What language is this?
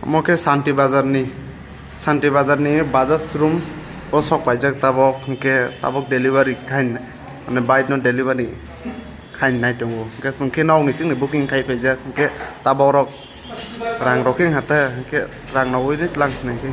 Kok Borok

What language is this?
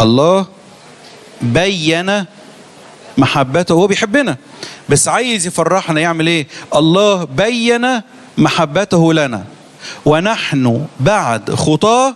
Egyptian Arabic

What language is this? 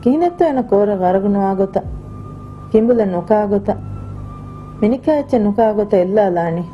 Divehi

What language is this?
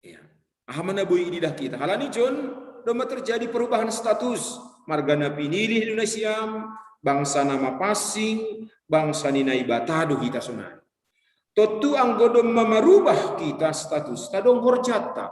Batak Simalungun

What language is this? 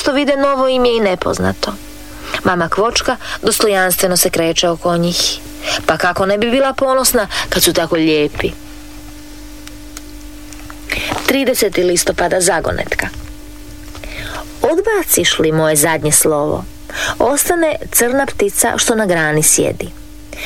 Croatian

